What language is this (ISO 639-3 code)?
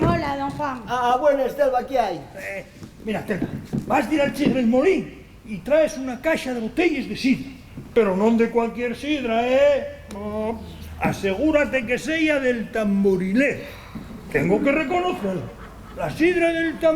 ast